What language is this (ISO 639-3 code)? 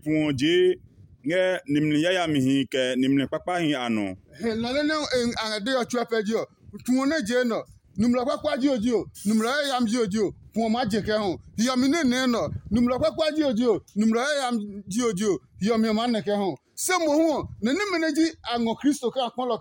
ada